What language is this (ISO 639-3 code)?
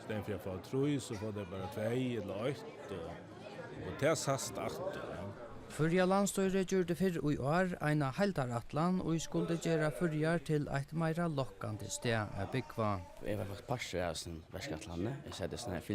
fao